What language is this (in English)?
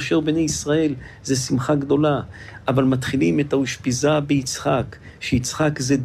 Hebrew